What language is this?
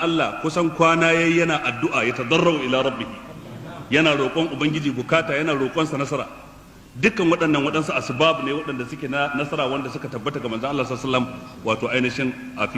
Hausa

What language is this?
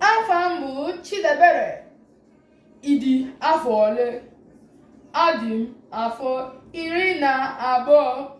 Igbo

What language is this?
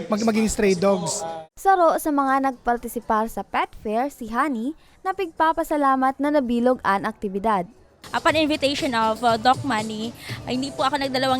Bikol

